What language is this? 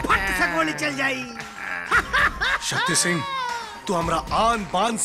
Bhojpuri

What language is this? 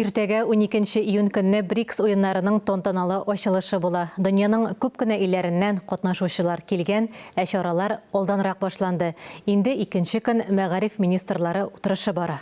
Tatar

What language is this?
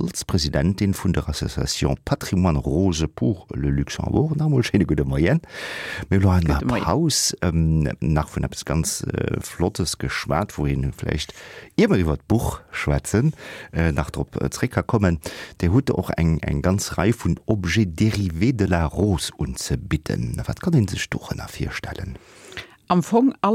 Luxembourgish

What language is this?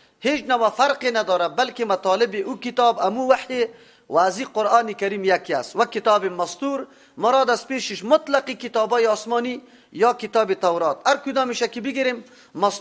Persian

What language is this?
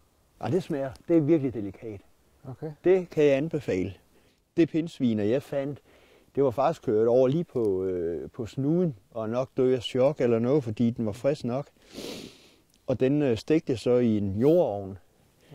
Danish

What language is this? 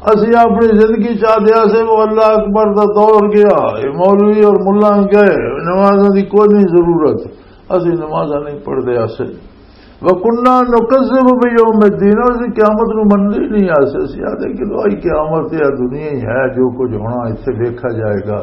Western Panjabi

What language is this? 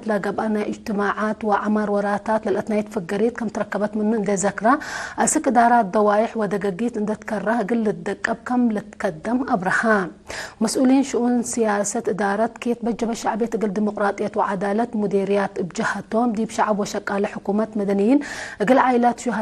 Tigre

